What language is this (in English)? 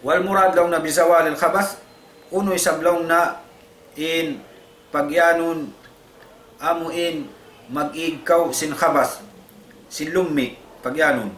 Tausug